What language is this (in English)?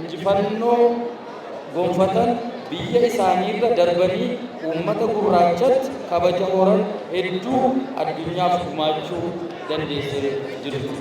Oromo